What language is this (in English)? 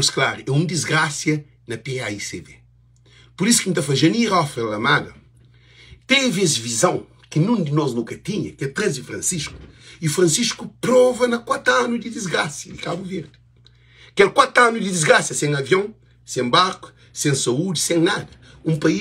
Kabuverdianu